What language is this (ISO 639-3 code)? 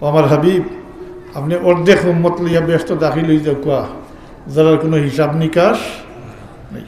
syl